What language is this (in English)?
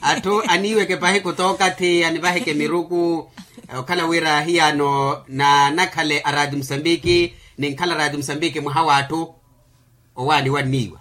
Makhuwa